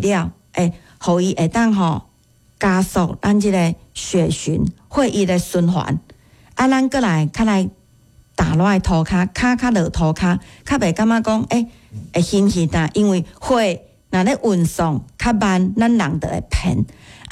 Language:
Min Nan Chinese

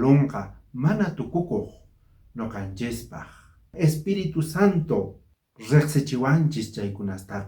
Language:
South Bolivian Quechua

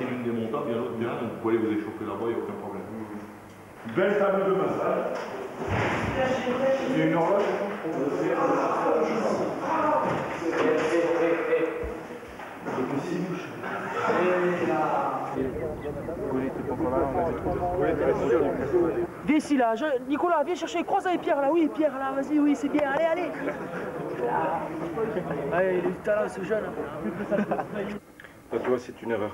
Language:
French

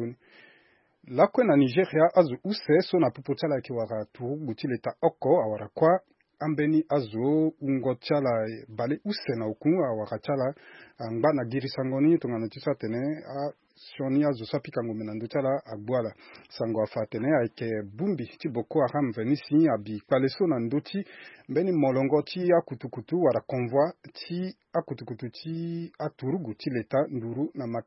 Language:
Sango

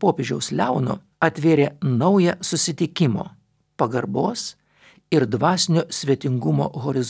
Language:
Lithuanian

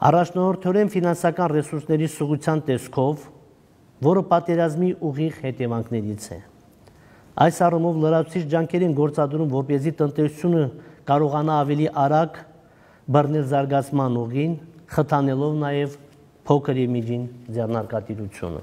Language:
Armenian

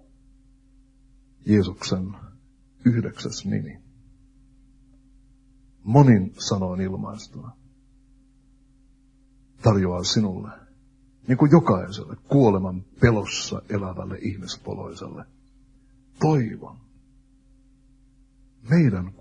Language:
Finnish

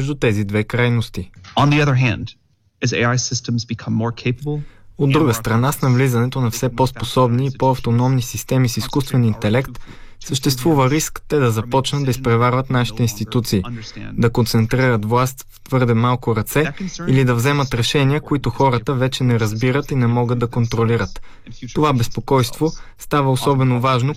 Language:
Bulgarian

